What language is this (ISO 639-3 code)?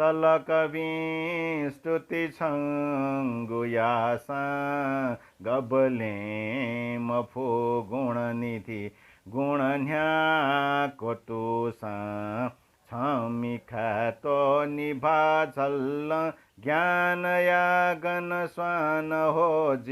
new